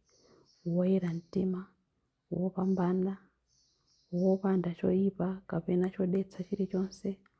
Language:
Nyanja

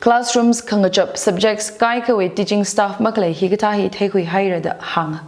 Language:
Tangkhul Naga (India)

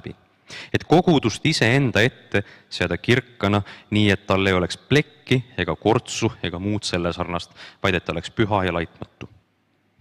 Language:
Estonian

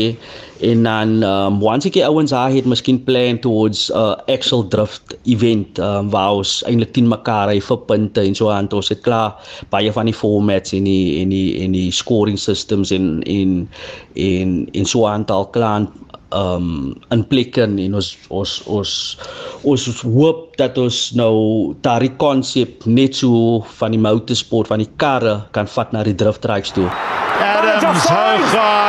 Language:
Afrikaans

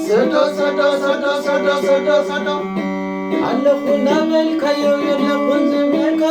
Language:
Tigrinya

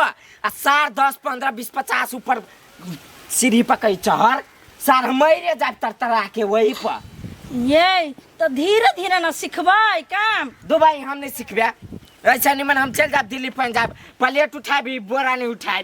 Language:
Maithili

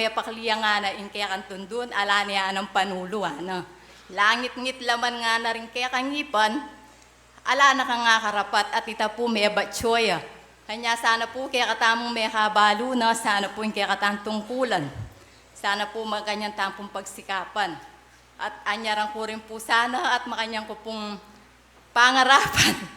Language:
Pampanga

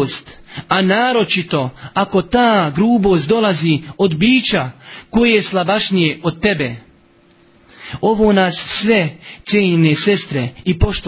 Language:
Bosnian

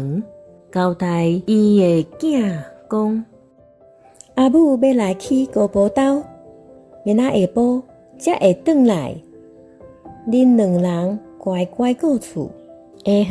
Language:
Min Nan Chinese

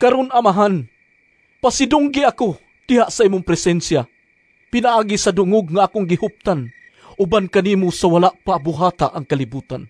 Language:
Cebuano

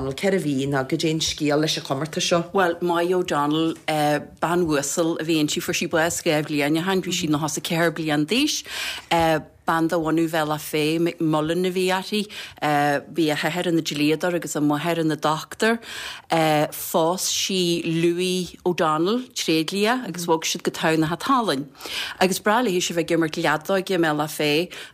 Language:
Irish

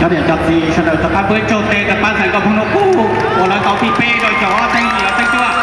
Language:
Hmong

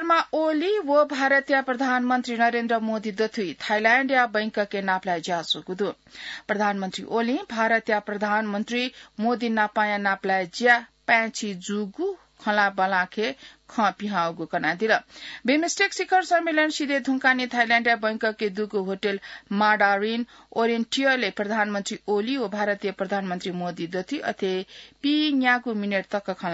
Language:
Newari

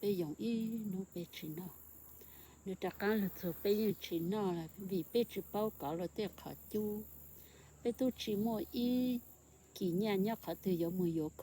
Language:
Hmong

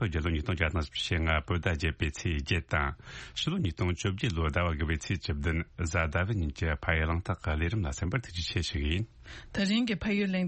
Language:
Tibetan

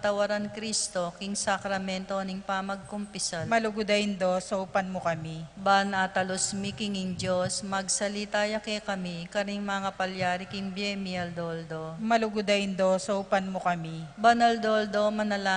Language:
Pampanga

